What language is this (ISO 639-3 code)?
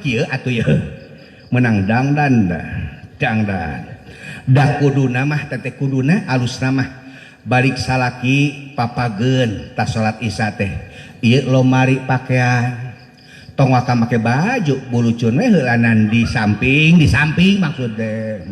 sun